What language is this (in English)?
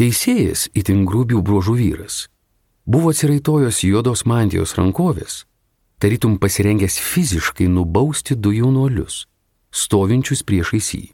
Lithuanian